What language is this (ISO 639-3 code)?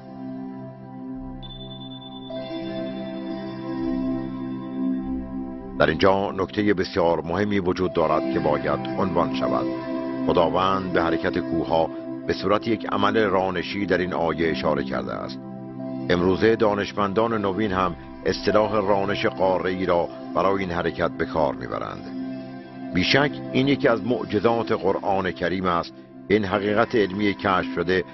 fas